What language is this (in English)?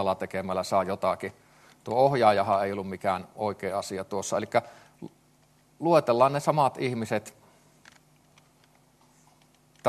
Finnish